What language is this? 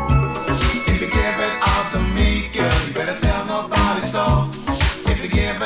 English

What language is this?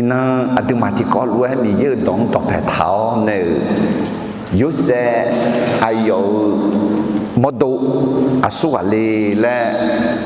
Akha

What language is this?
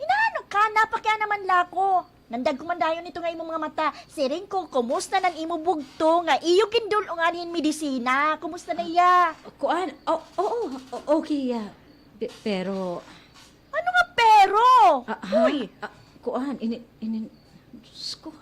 Waray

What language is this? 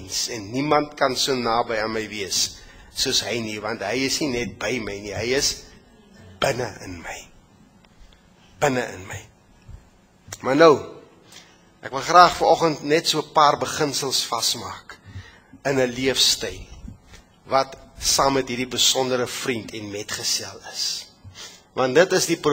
Afrikaans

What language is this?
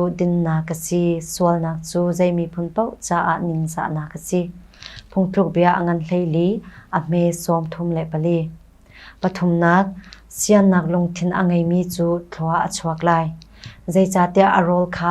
Hakha Chin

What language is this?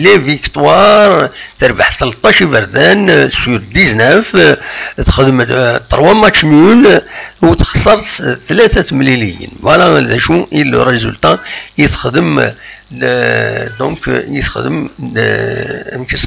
Kabyle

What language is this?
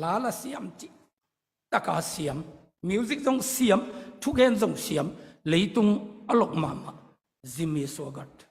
Tedim Chin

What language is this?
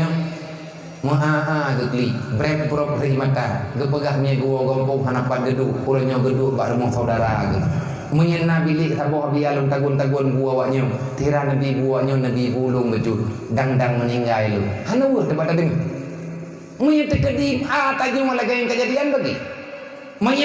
Achinese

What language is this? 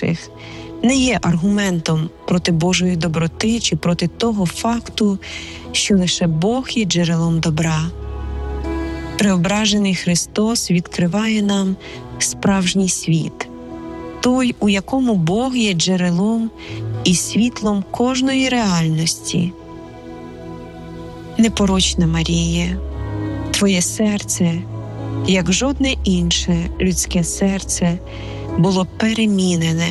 Ukrainian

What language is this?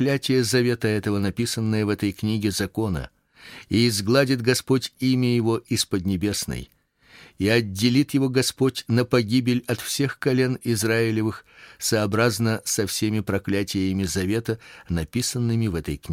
Russian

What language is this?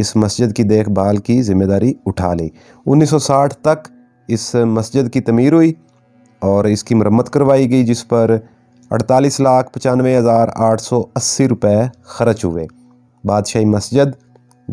Hindi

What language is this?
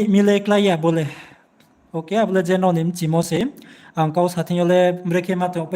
Riang (India)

